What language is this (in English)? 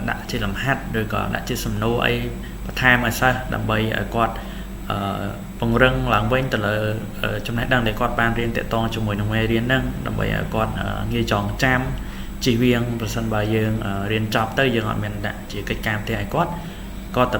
Khmer